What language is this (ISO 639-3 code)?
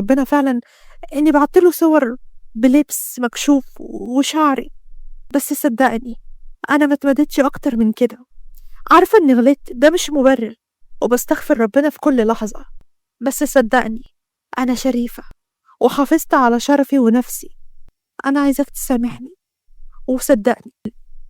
arz